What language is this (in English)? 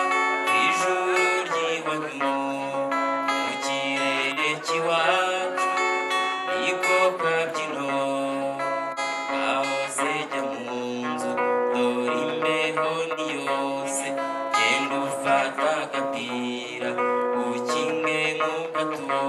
Kinyarwanda